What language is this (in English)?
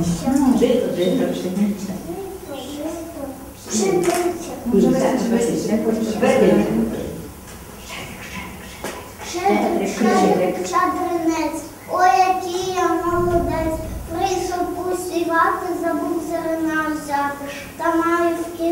Ukrainian